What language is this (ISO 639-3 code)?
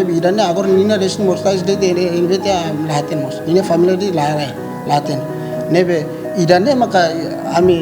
tet